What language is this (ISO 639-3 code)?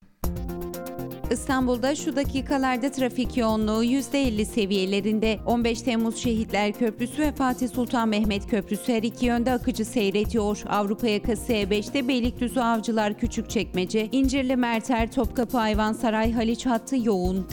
tur